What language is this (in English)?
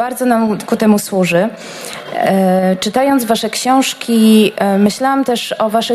Polish